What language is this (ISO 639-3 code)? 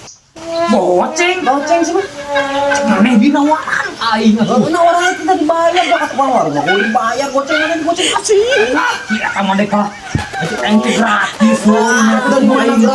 sun